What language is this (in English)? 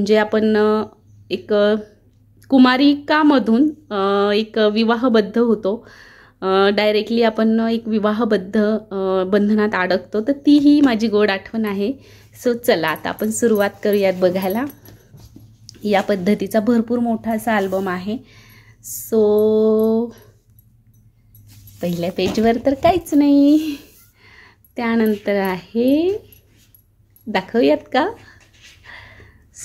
Marathi